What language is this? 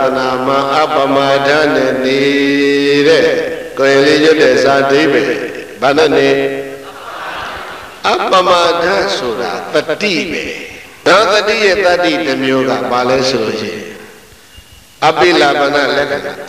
Burmese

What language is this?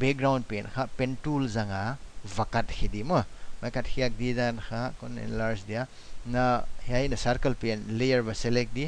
Paite Chin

